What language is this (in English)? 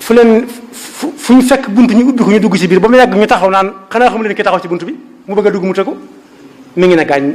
Wolof